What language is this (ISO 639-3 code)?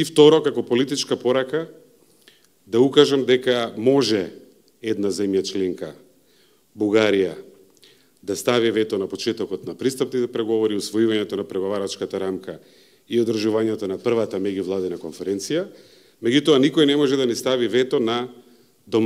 mkd